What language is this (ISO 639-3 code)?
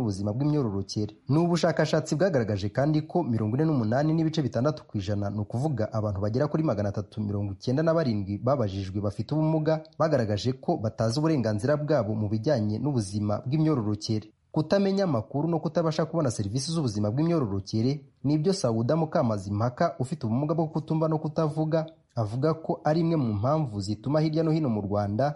kin